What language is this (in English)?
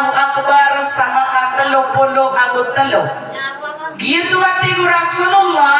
Maranao